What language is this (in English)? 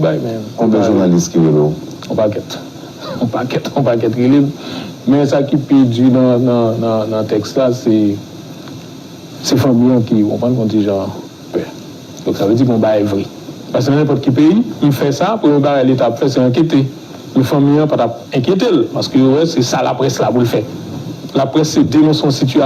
Haitian Creole